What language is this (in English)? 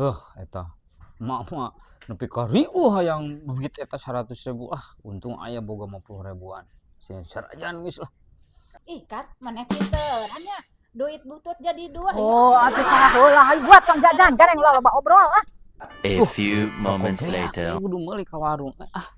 Sundanese